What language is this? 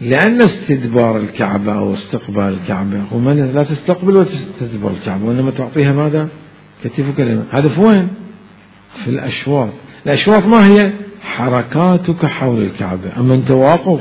Mesopotamian Arabic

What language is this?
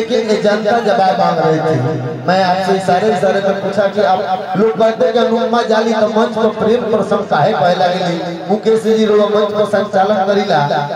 Bhojpuri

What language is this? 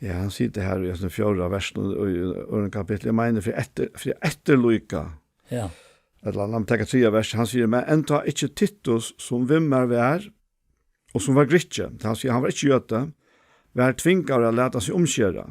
Faroese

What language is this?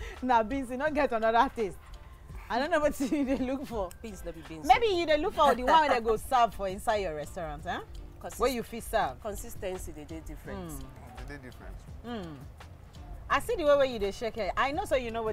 Nigerian Pidgin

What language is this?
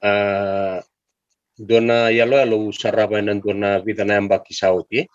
Fijian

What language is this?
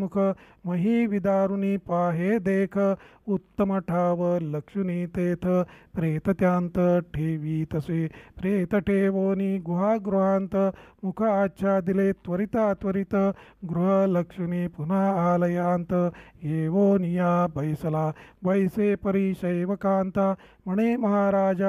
Marathi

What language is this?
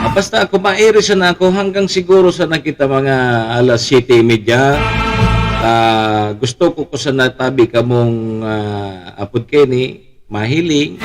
Bikol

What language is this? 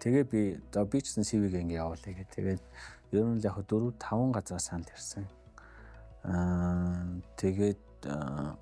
Mongolian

